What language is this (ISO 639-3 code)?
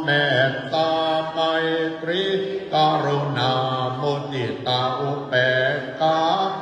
pli